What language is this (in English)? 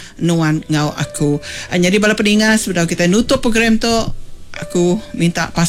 Iban